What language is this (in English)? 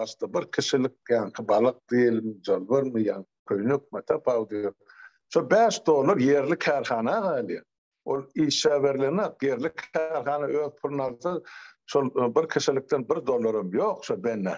Turkmen